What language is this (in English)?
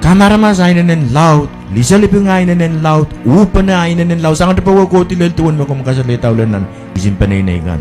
Pohnpeian